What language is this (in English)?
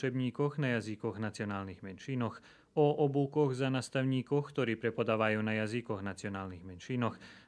Rusyn